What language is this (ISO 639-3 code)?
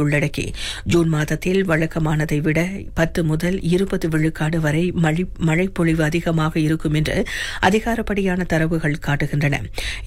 tam